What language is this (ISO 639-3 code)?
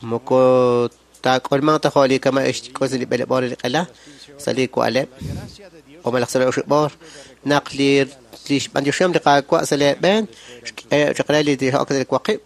kek